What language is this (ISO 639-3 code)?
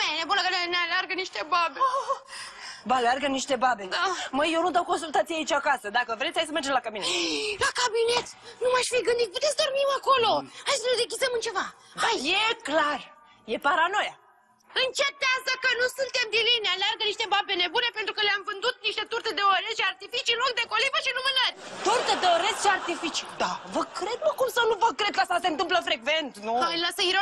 ron